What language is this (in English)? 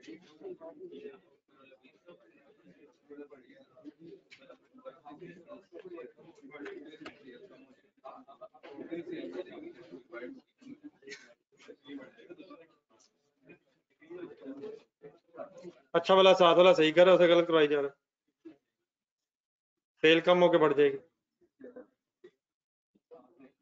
Hindi